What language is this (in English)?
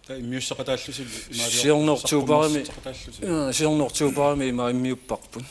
Kalaallisut